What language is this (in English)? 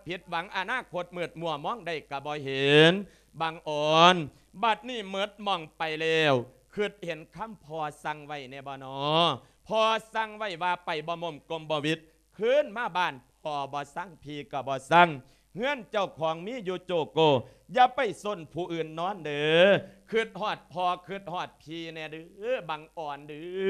Lao